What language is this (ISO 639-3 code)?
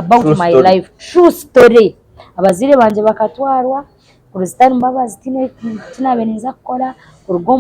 nyn